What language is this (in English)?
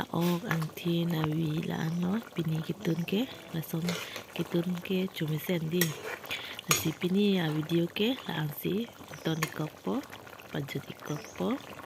Karbi